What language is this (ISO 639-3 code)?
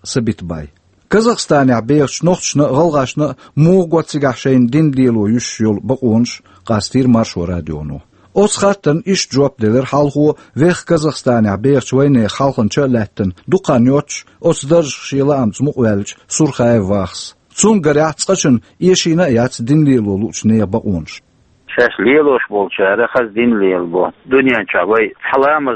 che